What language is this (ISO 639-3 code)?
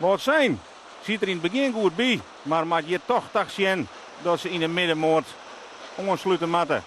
fry